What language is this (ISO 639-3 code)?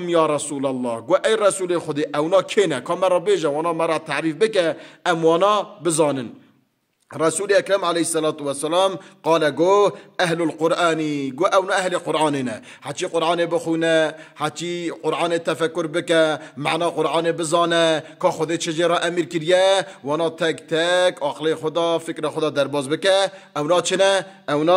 kur